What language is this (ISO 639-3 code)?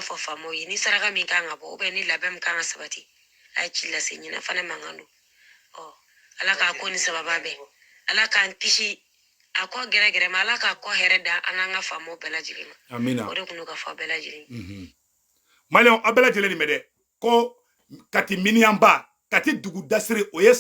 bam